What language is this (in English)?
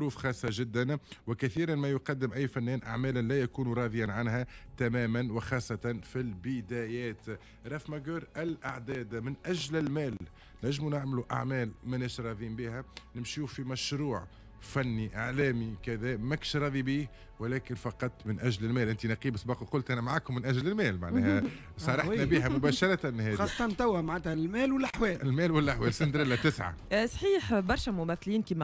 Tunisian Arabic